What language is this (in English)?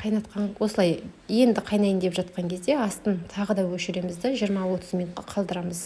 Kazakh